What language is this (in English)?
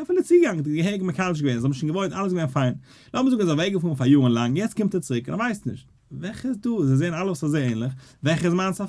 Yiddish